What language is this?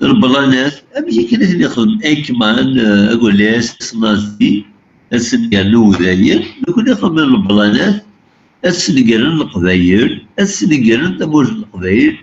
Kabyle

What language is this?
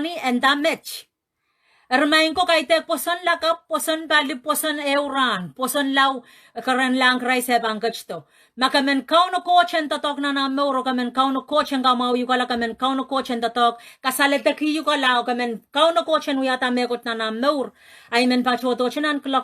Pohnpeian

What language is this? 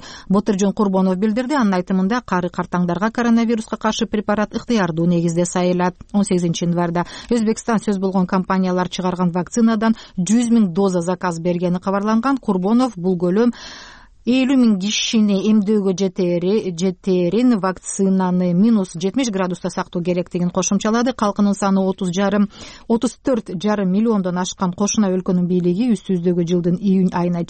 Kyrgyz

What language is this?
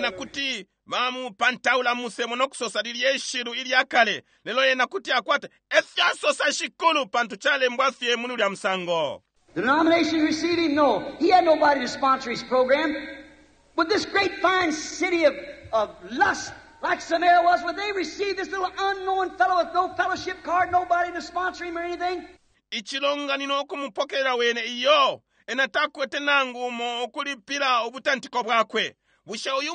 Bemba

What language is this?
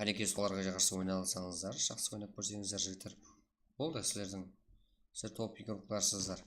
Kara-Kalpak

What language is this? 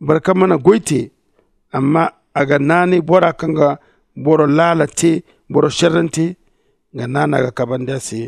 Zarma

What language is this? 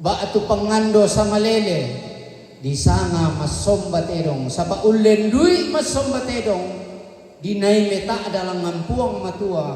Toraja-Sa'dan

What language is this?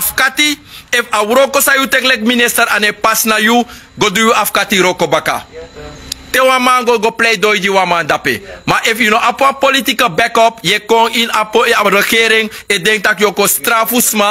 Sranan Tongo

